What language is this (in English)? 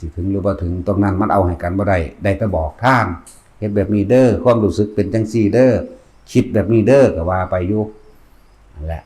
Lao